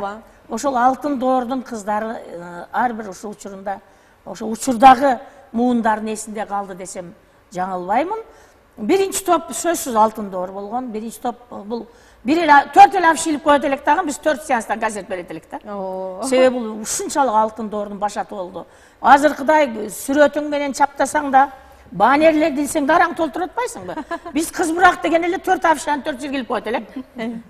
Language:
Kyrgyz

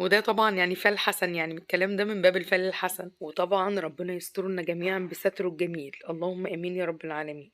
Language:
Egyptian Arabic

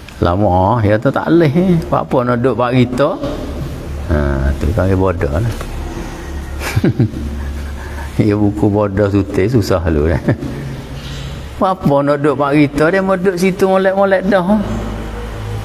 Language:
Malay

